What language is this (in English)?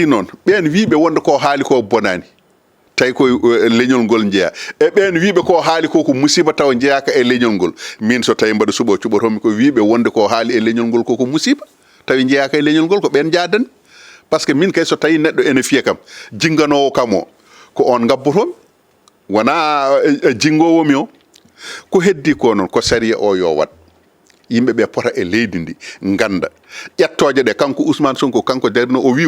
Fula